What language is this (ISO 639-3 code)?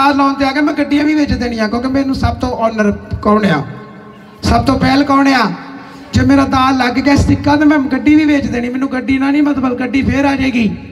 pan